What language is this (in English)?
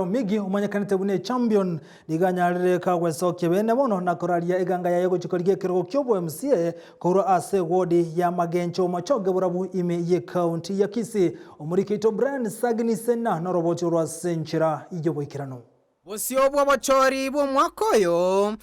Gusii